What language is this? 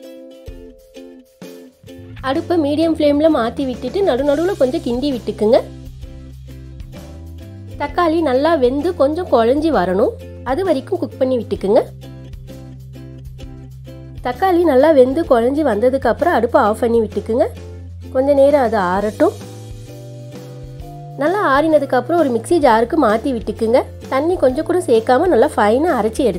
Tamil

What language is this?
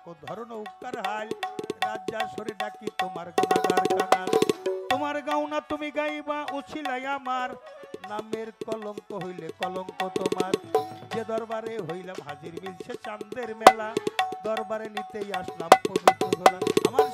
Bangla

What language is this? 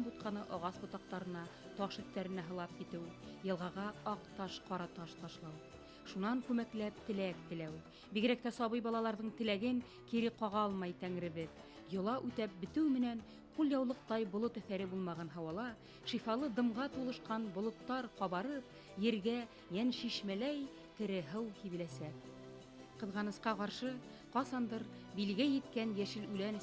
Bashkir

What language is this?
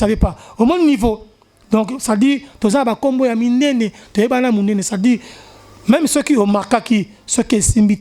Lingala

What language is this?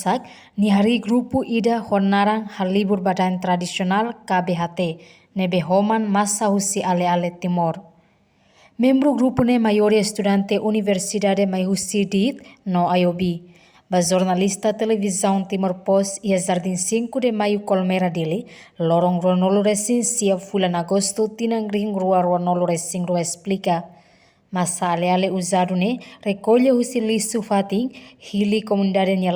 Tetum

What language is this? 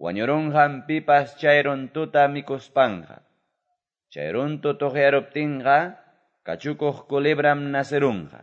Quechua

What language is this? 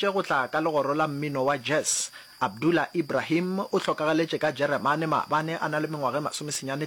Northern Sotho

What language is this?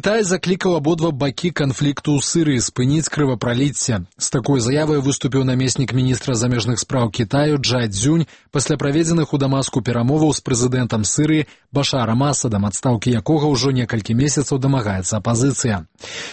Belarusian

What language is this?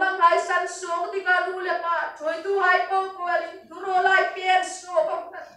Hmar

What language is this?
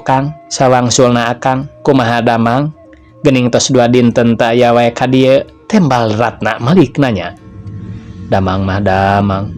Sundanese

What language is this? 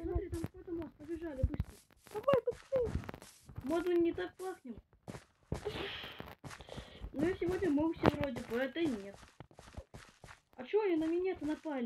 Russian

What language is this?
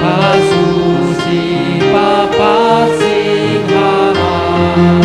Batak Simalungun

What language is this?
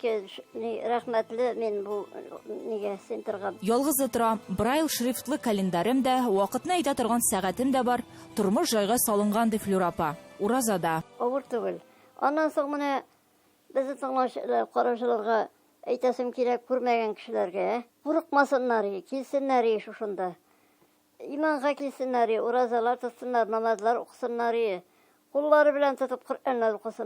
Tatar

